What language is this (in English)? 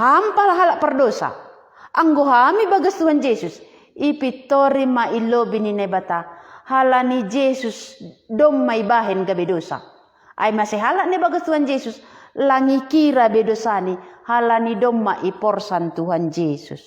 Batak Simalungun